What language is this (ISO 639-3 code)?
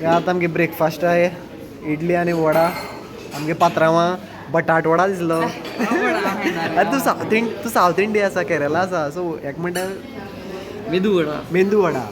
kok